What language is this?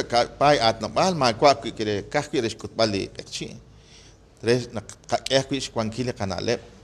Kekchí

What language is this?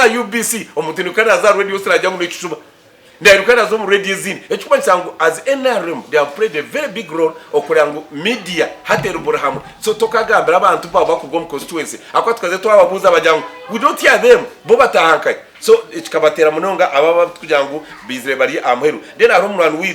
Nyankole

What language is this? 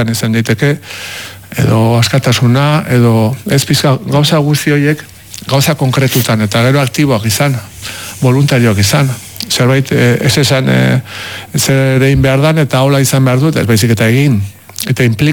Basque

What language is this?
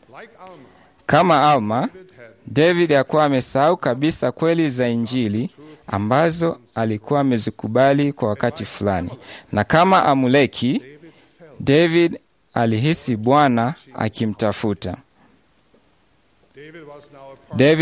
Swahili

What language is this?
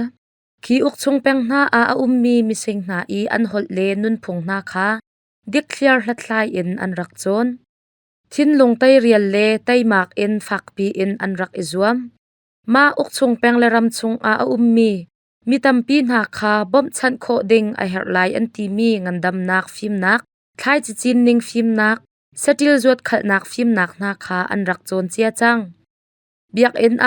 Hakha Chin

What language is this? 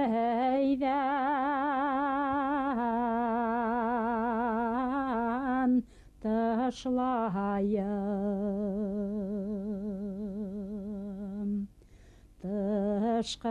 Bashkir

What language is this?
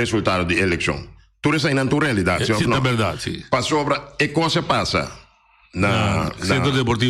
Papiamento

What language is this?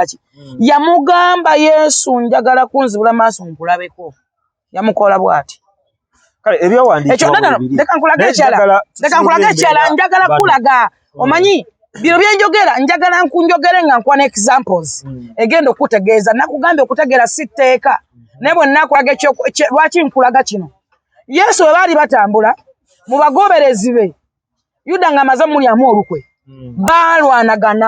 Ganda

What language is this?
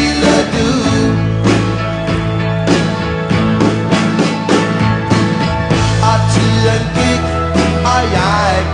Danish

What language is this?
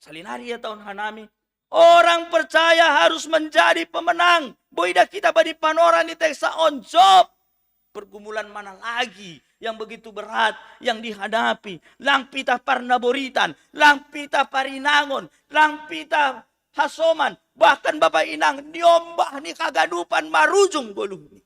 Batak Simalungun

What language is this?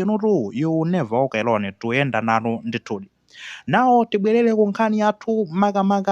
Nyanja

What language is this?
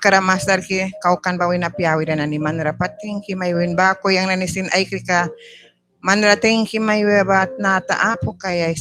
Mískito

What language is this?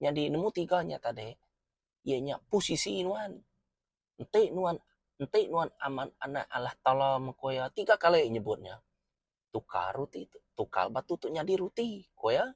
Iban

